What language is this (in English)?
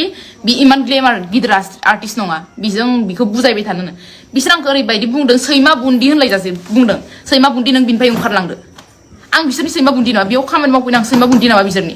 Bodo